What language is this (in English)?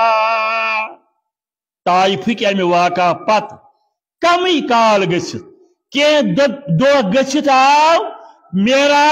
Kashmiri